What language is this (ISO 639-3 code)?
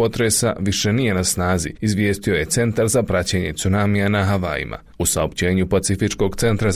bos